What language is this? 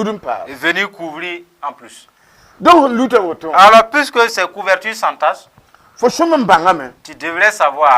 Mossi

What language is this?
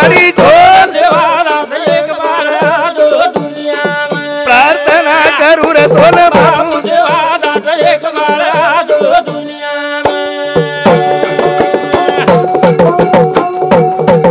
Lambadi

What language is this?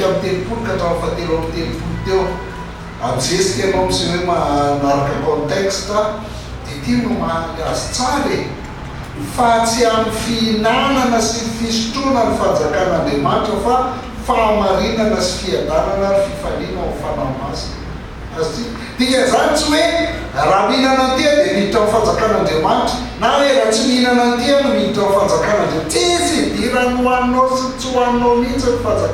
Malagasy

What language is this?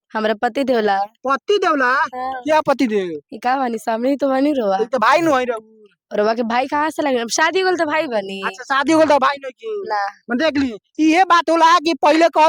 Bhojpuri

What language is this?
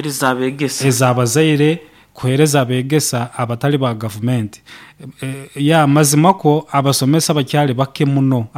Nyoro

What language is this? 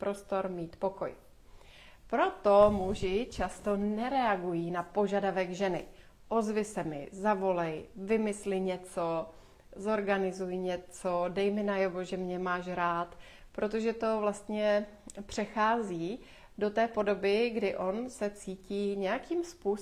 Czech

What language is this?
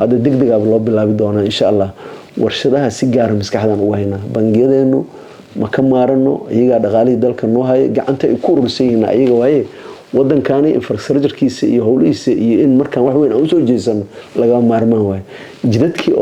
Somali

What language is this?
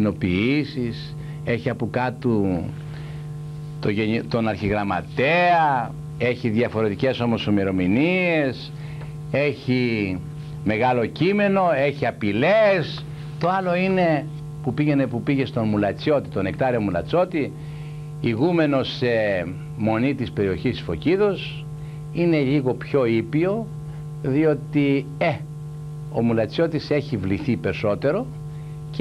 Greek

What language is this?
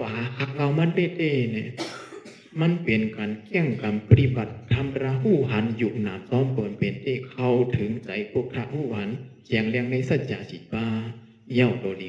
Shan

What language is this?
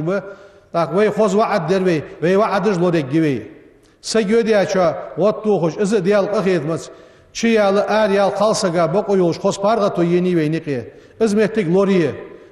Ingush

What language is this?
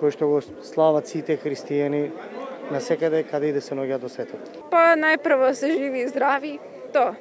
Macedonian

